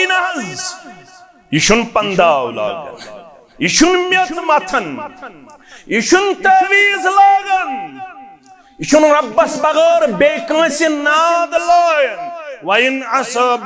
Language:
Kashmiri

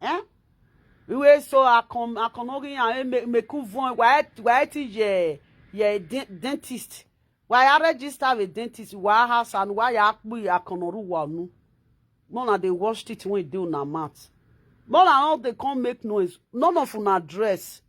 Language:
Nigerian Pidgin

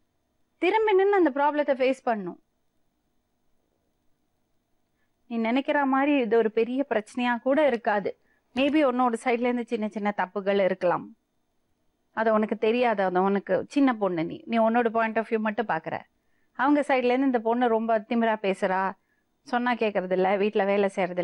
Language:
Tamil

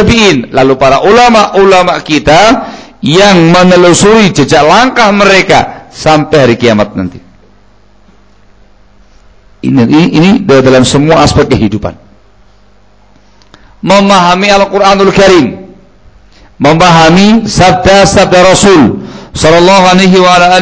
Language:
Indonesian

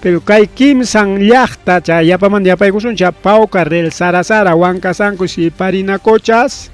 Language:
Ayacucho Quechua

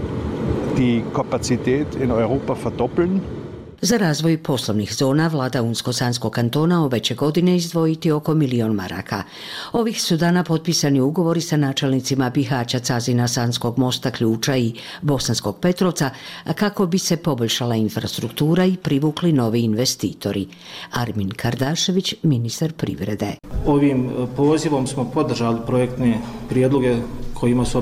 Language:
Bosnian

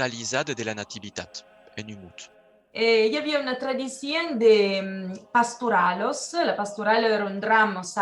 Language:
Occitan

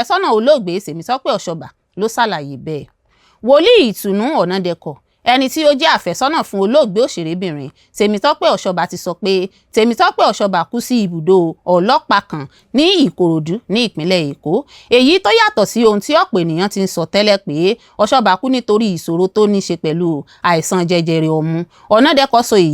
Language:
Yoruba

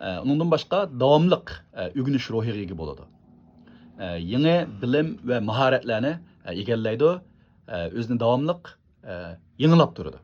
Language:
Uyghur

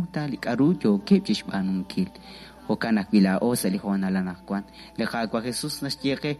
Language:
Kekchí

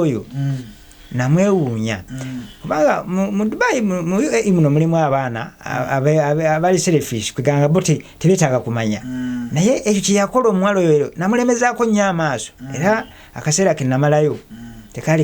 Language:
Ganda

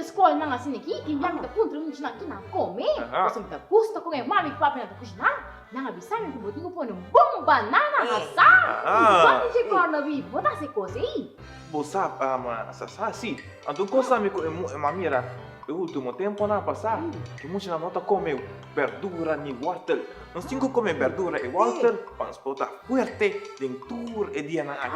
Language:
Papiamento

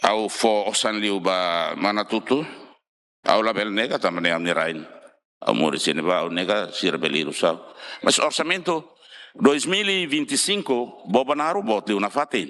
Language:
Tetum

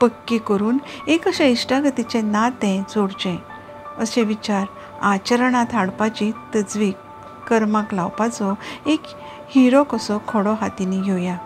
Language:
Konkani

